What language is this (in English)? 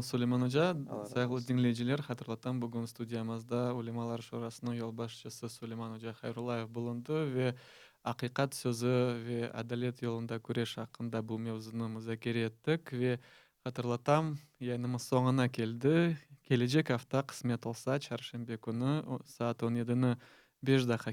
Crimean Tatar